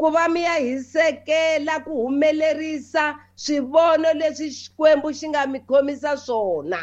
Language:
Tsonga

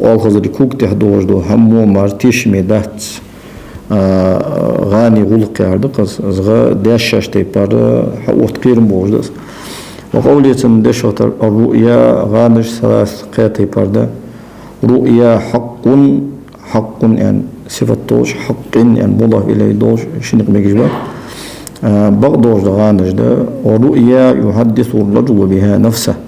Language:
Ingush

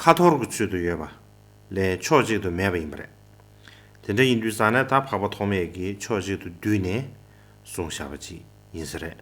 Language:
Tibetan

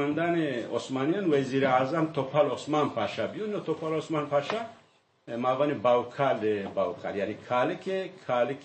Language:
Zaza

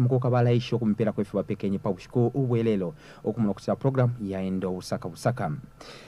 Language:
Bemba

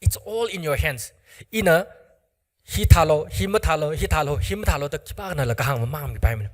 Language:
Tangkhul Naga (India)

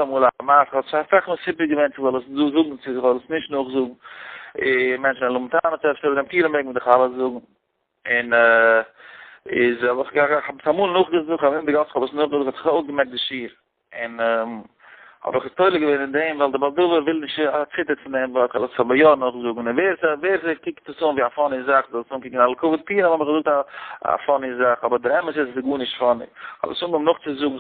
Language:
Yiddish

